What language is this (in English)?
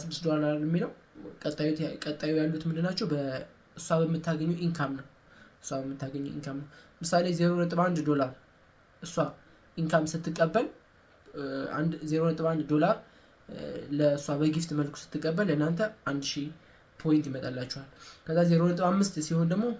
Amharic